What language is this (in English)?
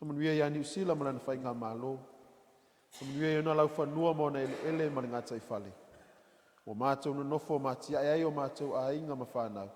Samoan